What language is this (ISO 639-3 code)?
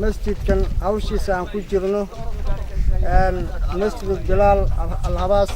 som